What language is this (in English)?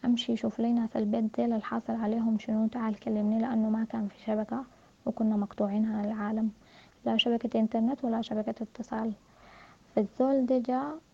Sudanese Arabic